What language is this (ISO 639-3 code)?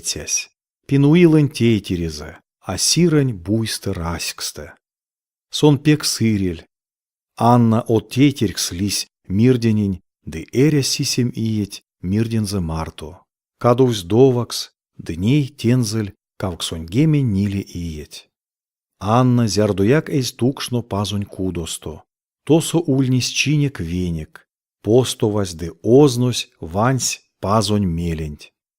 myv